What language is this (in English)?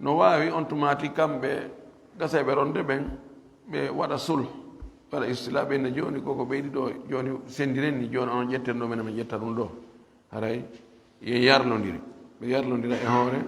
Fula